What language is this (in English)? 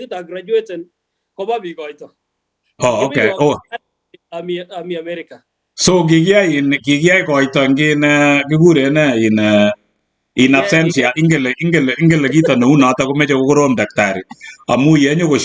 Kalenjin